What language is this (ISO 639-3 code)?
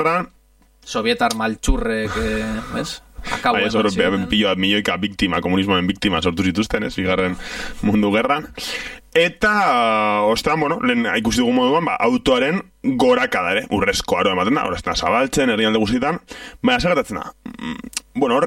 eus